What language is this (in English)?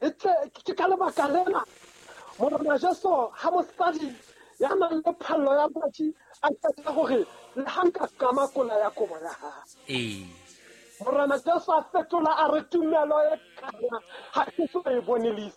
Southern Sotho